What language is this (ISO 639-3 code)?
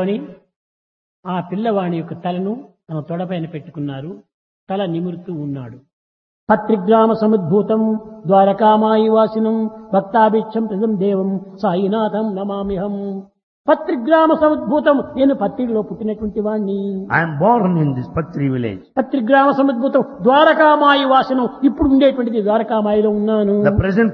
tel